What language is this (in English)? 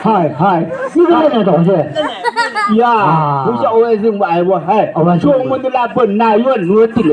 Chang Naga